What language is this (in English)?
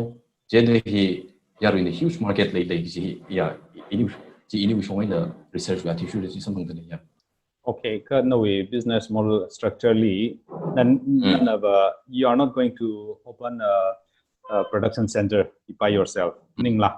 Tangkhul Naga (India)